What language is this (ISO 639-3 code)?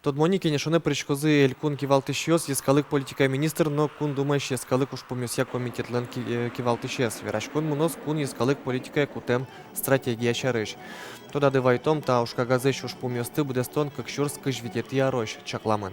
udm